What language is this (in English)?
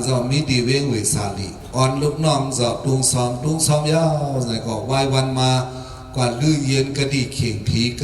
Shan